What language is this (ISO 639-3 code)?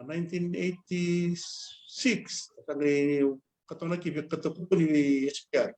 fij